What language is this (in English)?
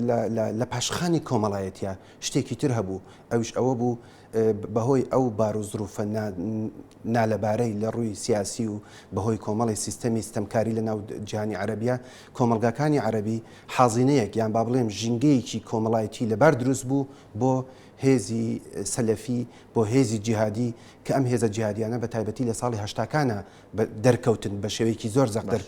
Central Kurdish